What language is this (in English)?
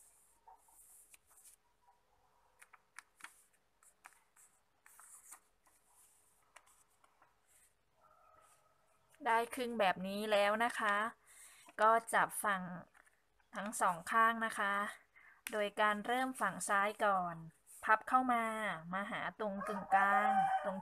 Thai